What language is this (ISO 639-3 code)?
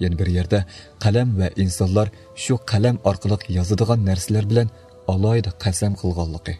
uig